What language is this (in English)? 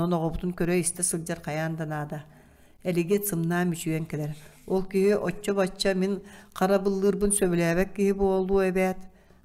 Yakut